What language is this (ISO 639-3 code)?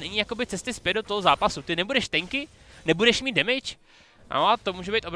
ces